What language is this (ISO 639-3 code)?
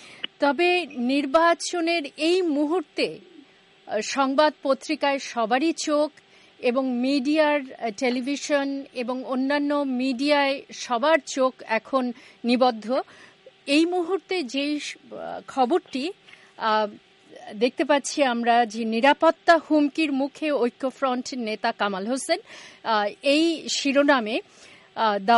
ben